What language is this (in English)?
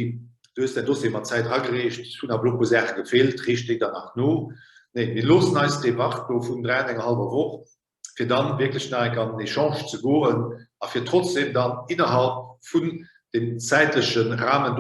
Luxembourgish